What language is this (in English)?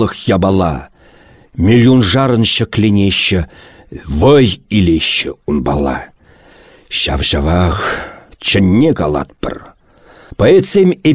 Chuvash